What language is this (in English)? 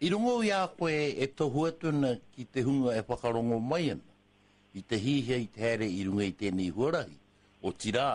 Māori